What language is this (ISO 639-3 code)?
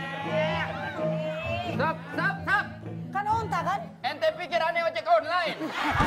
ind